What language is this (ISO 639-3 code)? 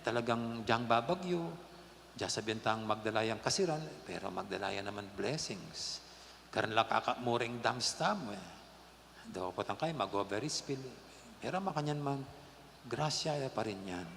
pam